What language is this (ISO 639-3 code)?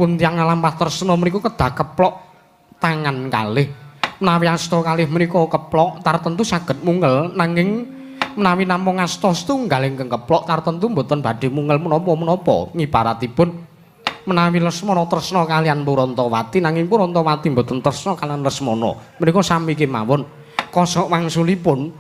jav